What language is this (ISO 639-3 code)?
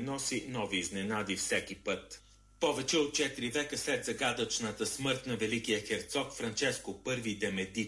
bul